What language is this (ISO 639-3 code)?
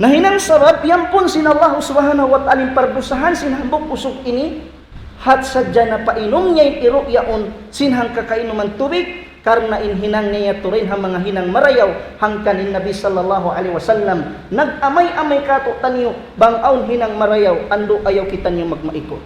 tsg